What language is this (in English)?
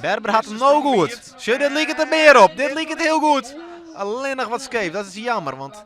Western Frisian